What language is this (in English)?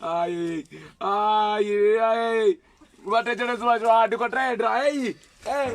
Venda